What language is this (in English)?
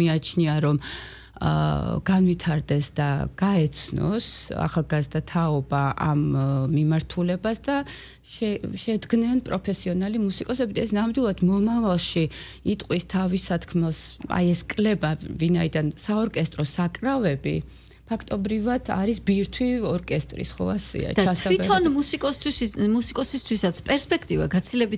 Georgian